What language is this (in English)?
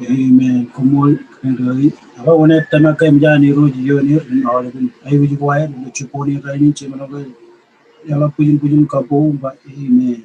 Marshallese